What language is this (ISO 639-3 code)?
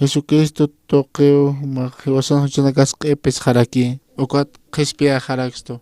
aym